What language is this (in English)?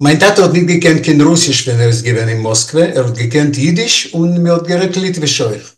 Yiddish